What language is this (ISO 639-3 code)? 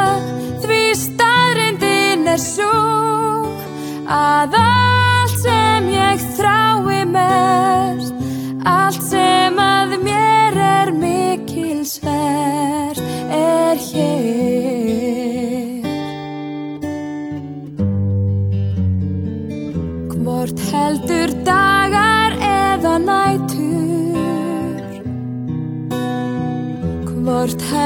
isl